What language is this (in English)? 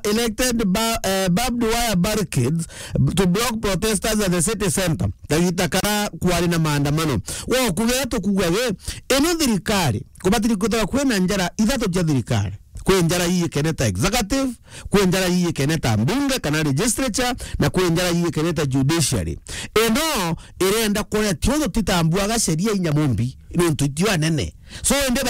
Meru